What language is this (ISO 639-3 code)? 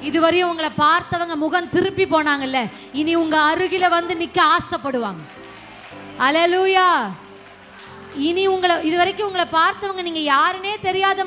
tam